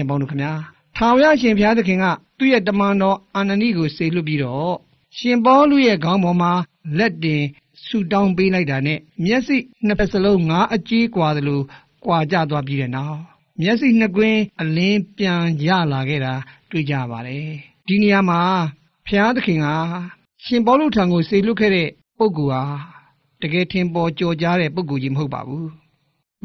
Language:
Burmese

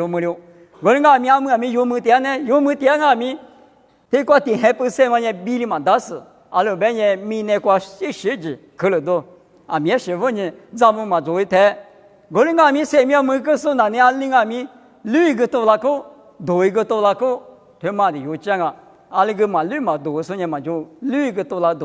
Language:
Lisu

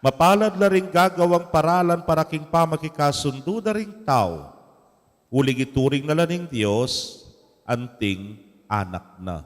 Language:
Pampanga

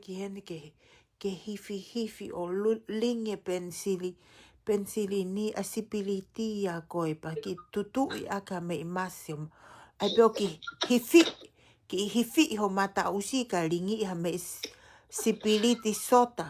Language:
Tongan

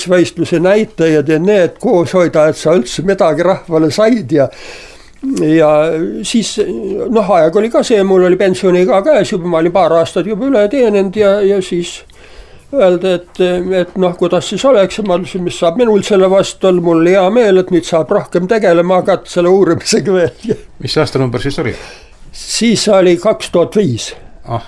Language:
Estonian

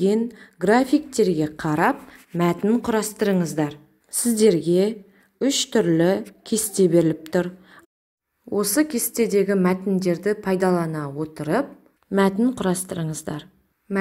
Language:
Kazakh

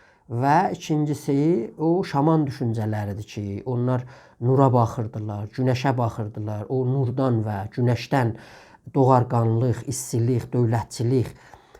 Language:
South Azerbaijani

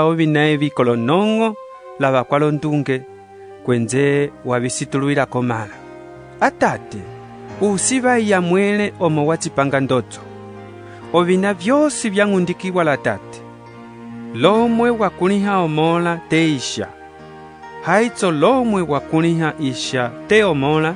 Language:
Umbundu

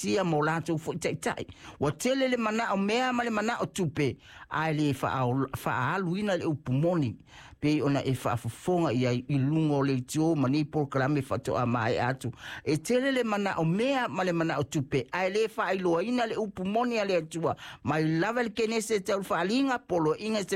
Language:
Samoan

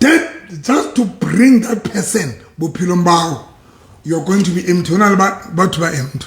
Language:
Southern Sotho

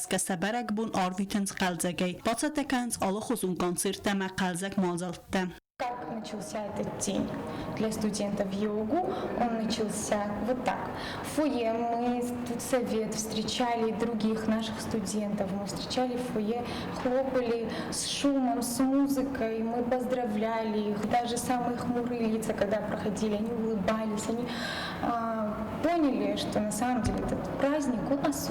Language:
Ossetic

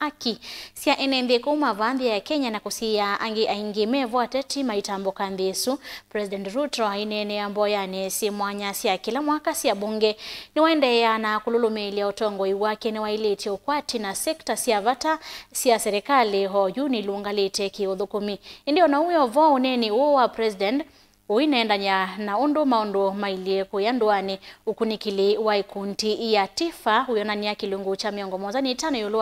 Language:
Kamba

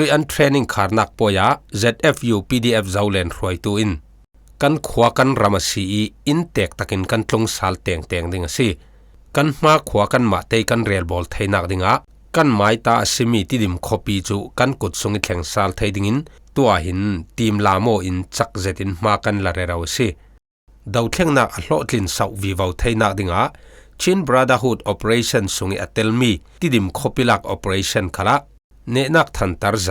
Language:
Falam Chin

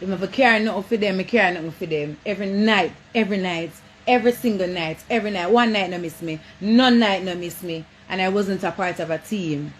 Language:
Jamaican Creole English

